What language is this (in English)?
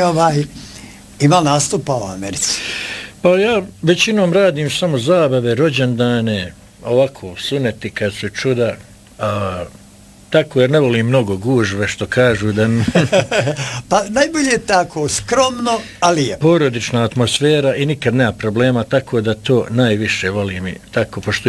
Bosnian